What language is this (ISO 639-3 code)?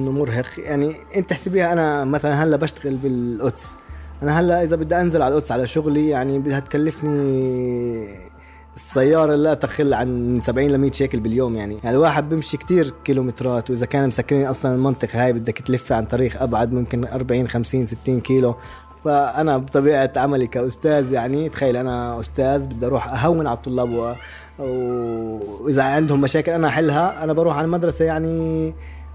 apc